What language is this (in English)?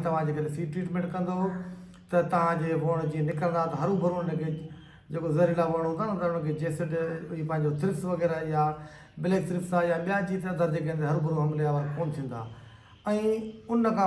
Sindhi